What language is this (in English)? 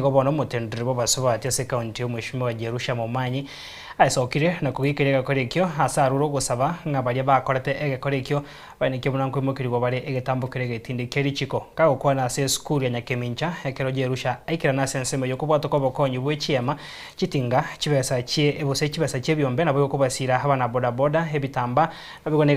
Gusii